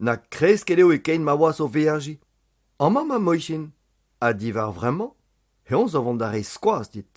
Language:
Breton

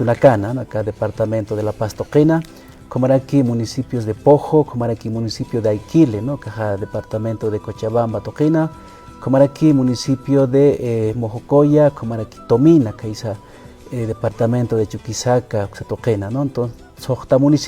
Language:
Aymara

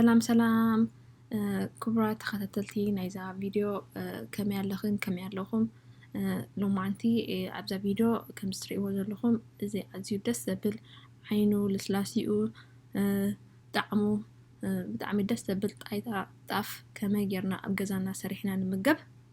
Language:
Tigrinya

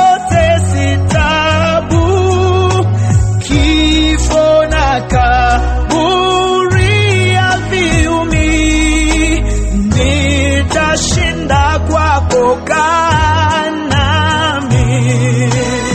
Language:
Swahili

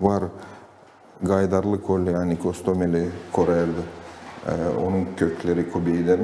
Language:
Gagauz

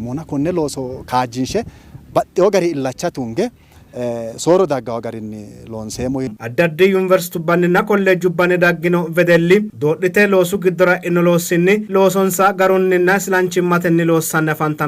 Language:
Sidamo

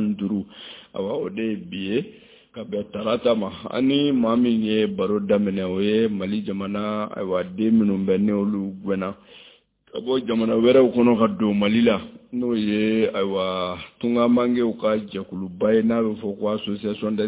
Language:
Bambara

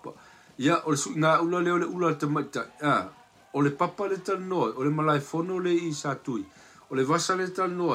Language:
Samoan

